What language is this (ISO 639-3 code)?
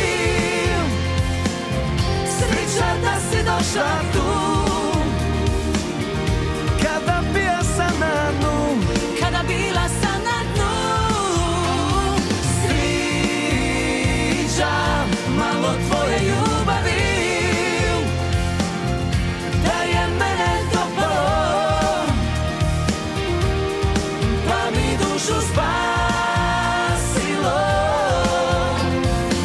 hrv